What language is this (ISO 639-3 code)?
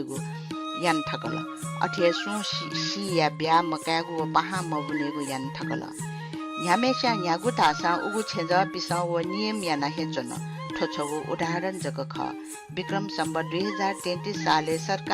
new